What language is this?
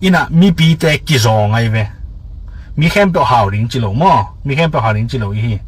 Tedim Chin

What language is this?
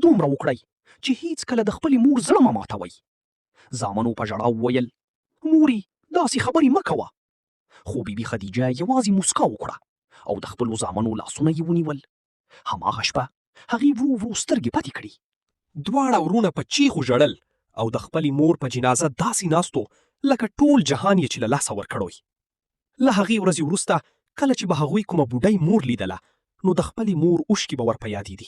Pashto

